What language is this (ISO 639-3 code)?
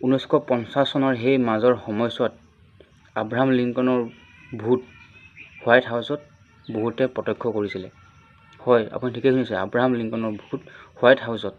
asm